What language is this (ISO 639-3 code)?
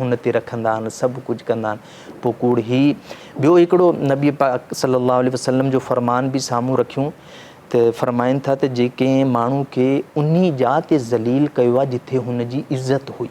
snd